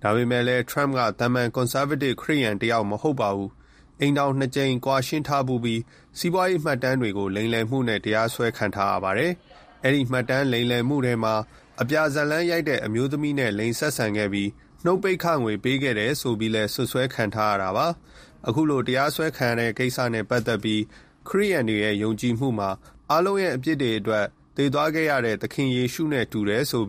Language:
Burmese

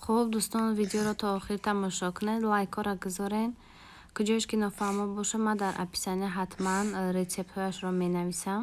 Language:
Tajik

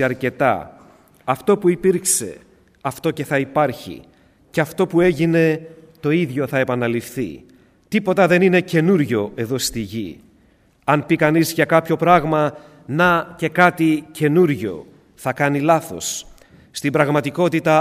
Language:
Greek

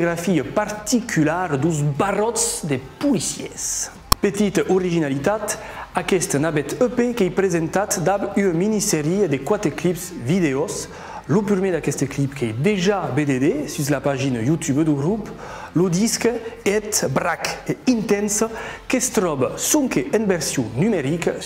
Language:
Occitan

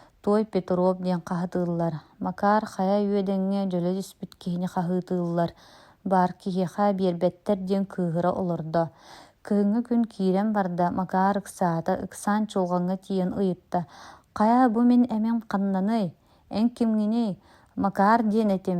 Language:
Yakut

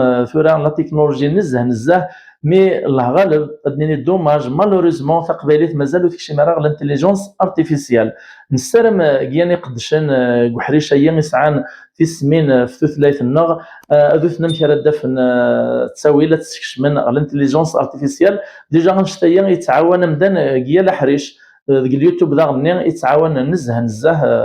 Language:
Kabyle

